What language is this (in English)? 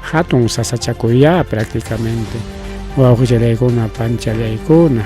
Ayacucho Quechua